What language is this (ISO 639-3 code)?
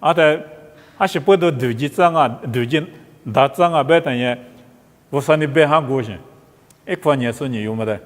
lis